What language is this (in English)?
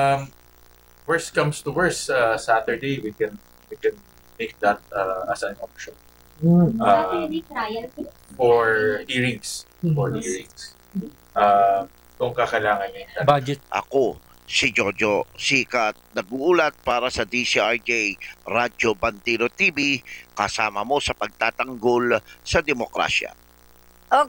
Filipino